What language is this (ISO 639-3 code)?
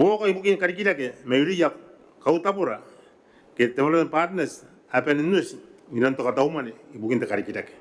gil